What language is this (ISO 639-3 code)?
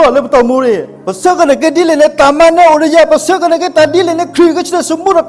ksw